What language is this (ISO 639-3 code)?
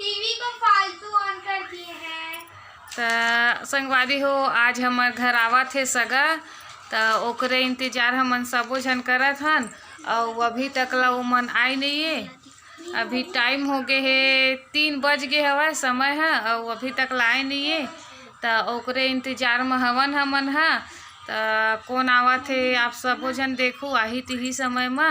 hne